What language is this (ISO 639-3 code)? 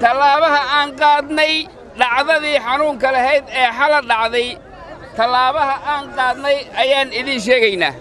som